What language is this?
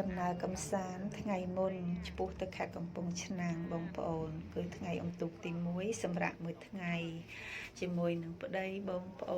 Khmer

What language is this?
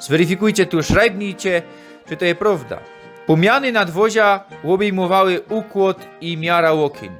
Silesian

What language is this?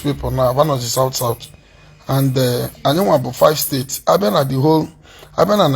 Igbo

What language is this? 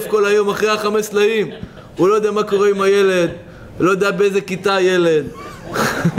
Hebrew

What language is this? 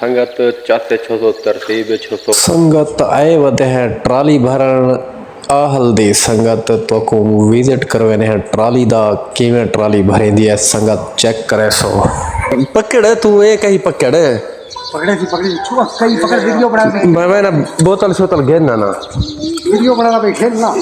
Saraiki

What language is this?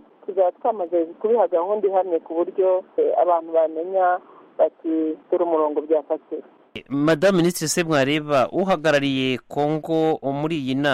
Kinyarwanda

